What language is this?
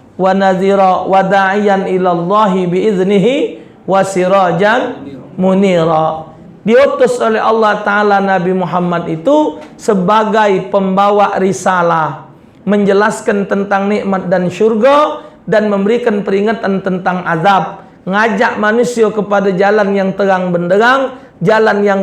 Musi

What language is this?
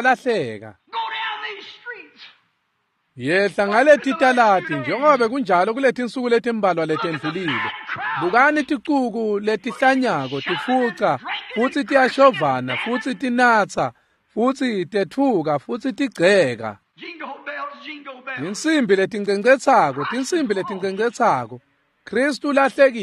Swati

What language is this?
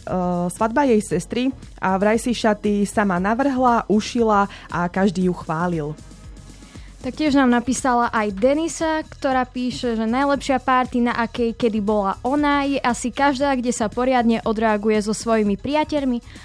Slovak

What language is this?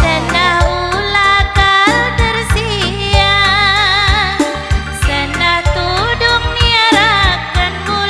Batak Karo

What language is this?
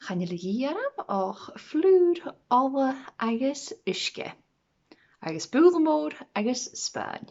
Scottish Gaelic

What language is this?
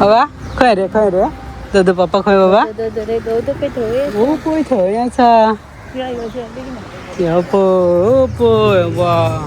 Konkani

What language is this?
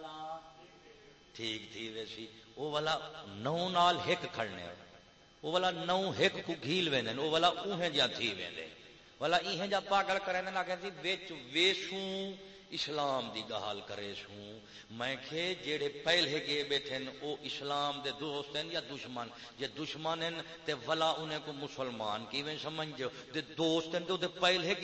Saraiki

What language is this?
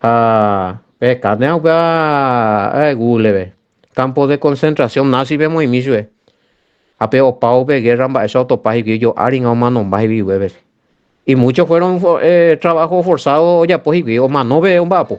Guarani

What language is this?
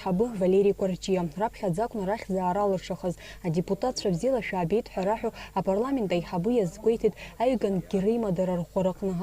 Abkhazian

